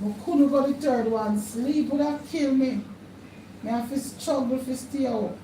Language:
Jamaican Creole English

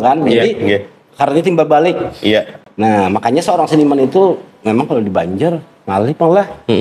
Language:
Banjar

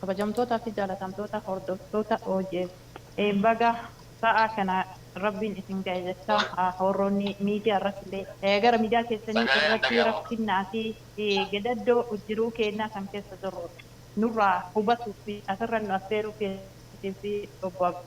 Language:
Oromo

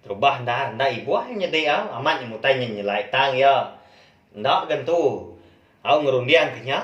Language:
Iban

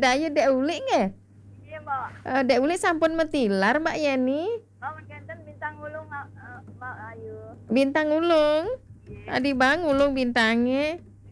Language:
Balinese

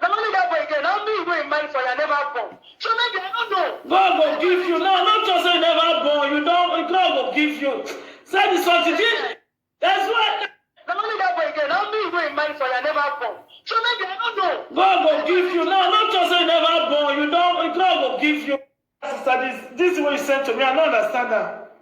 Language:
Nigerian Pidgin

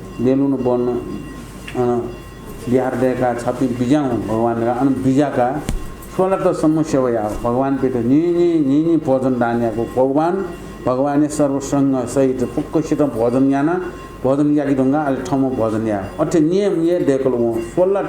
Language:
Newari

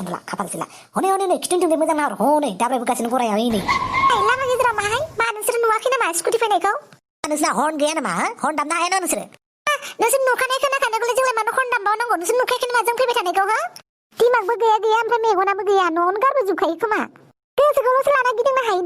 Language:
Bodo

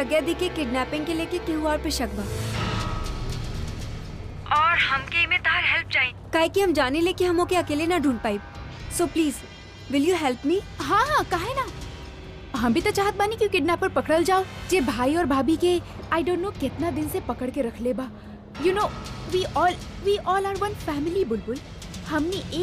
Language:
Bhojpuri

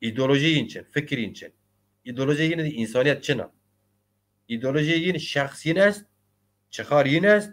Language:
Zaza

